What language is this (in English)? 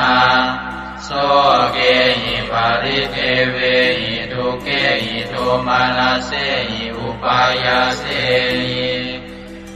Pali